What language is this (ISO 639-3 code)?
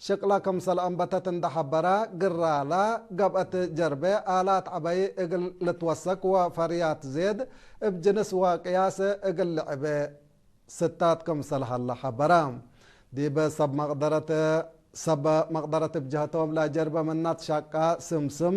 tig